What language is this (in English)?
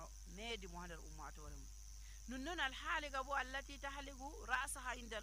Nigerian Fulfulde